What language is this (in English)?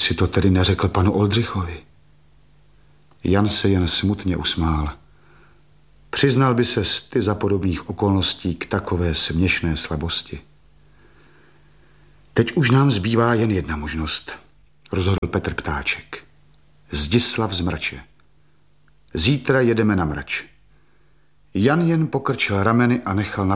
Czech